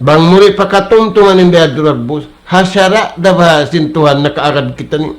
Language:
Tausug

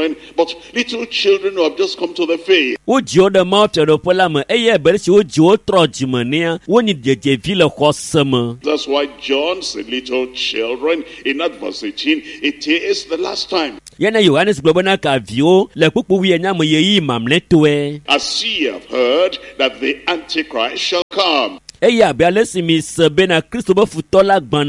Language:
Ewe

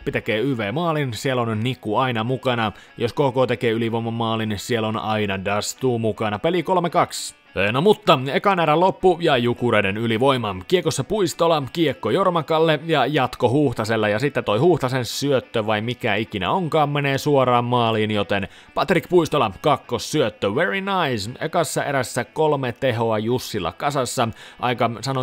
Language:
Finnish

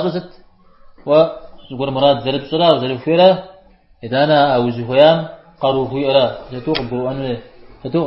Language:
Kabardian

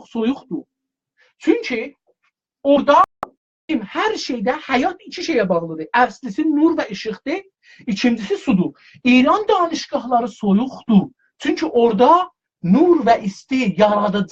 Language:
South Azerbaijani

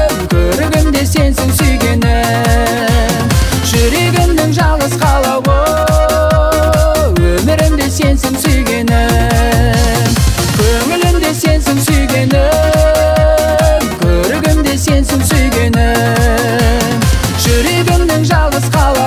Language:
Kazakh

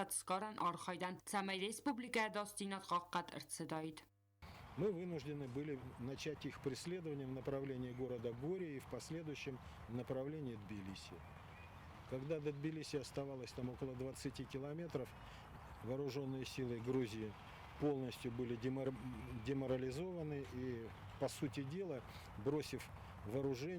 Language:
Ossetic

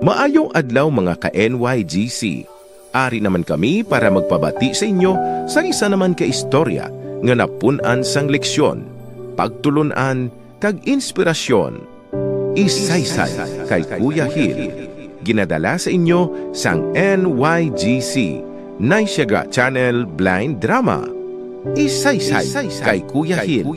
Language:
Hiligaynon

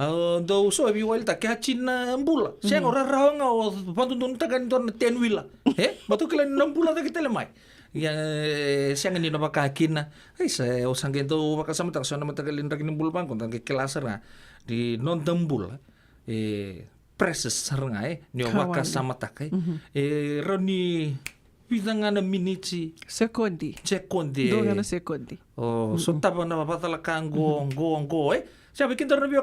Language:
Fijian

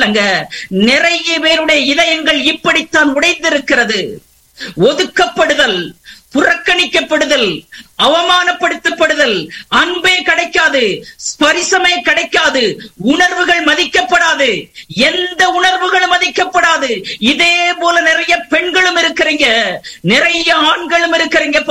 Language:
Tamil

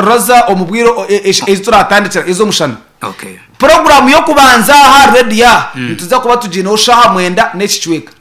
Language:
Nyankole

